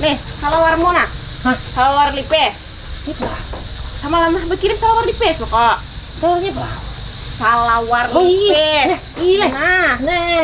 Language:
Banjar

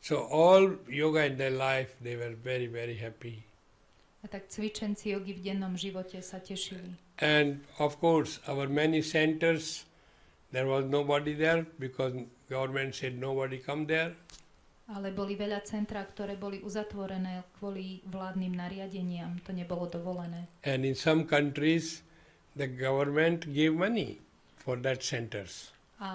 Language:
Slovak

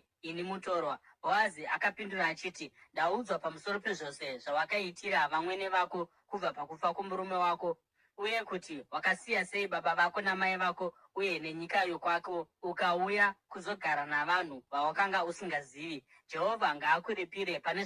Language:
Shona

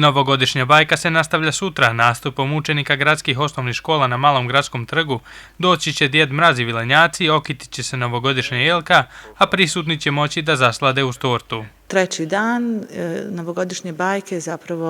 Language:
Bosnian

